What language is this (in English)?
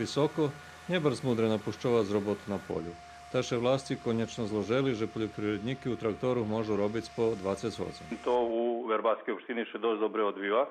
Rusyn